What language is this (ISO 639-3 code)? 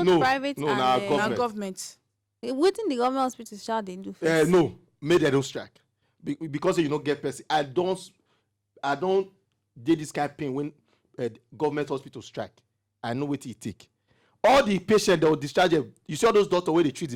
pcm